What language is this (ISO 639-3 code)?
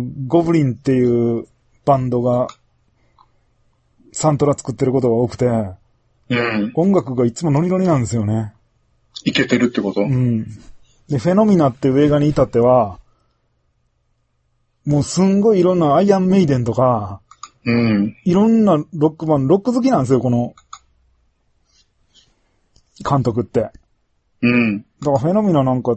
jpn